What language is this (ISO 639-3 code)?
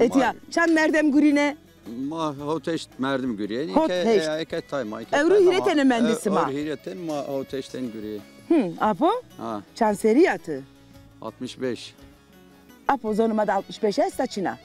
zza